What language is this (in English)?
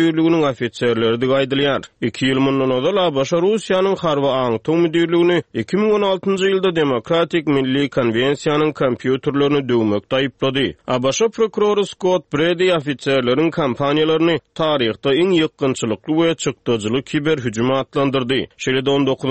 Turkmen